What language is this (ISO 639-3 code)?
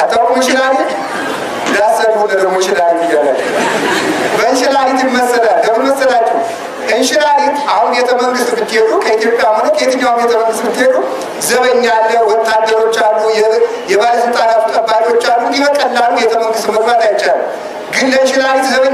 amh